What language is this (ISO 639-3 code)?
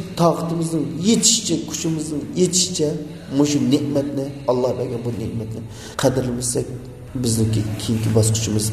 uig